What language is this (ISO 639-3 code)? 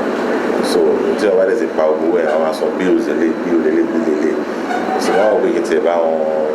yor